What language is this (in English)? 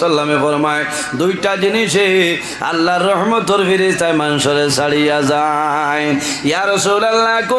Sylheti